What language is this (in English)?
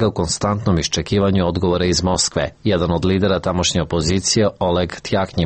Serbian